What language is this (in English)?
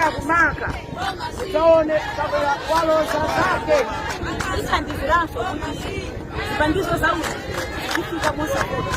Nyanja